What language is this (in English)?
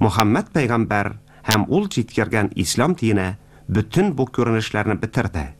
Tatar